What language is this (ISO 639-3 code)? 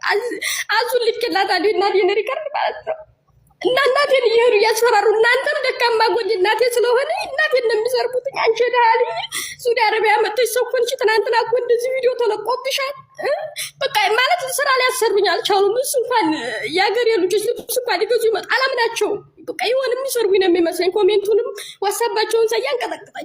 amh